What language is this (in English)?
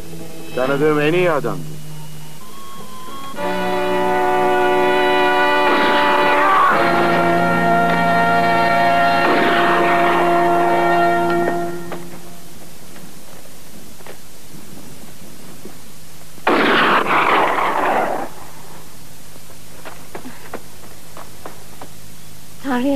Turkish